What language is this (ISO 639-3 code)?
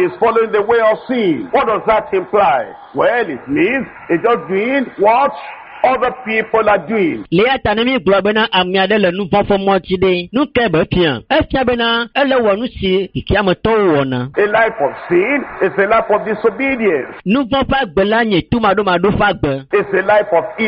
ewe